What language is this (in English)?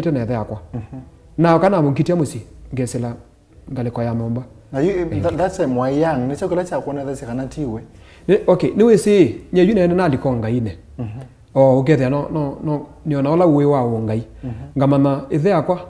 Kamba